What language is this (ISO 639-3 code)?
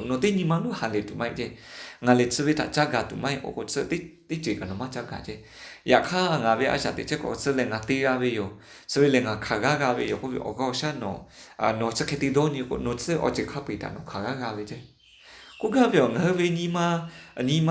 lhu